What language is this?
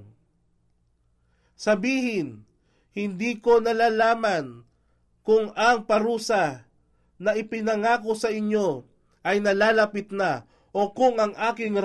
Filipino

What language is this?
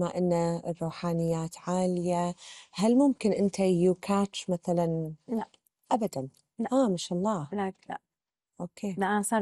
Gulf Arabic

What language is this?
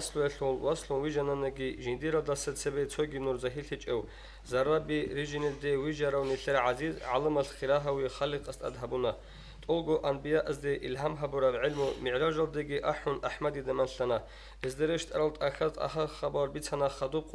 Avaric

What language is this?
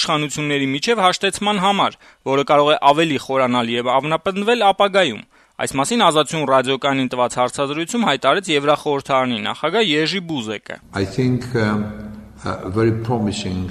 Armenian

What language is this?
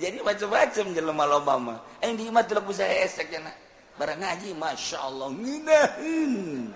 Sundanese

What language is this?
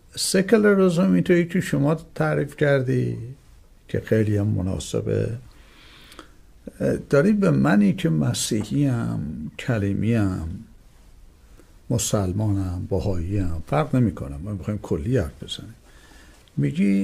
Persian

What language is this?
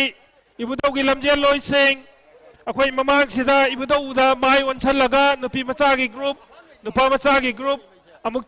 Manipuri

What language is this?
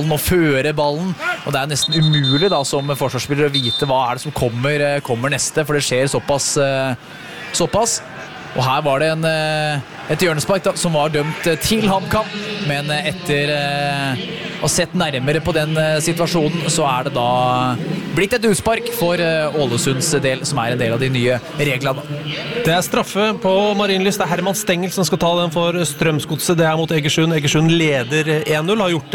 Norwegian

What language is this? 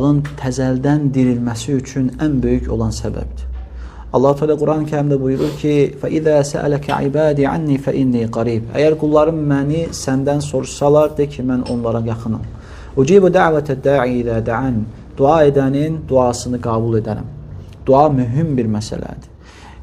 Azerbaijani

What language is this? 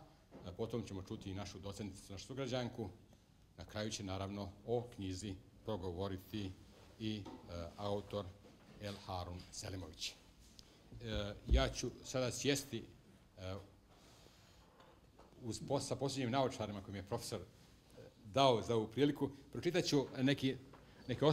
Bosnian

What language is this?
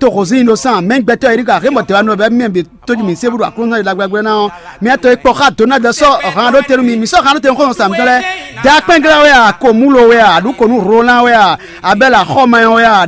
Fon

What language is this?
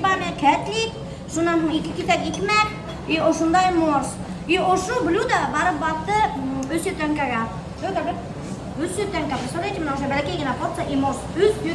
Bashkir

